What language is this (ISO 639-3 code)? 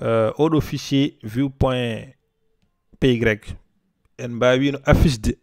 ful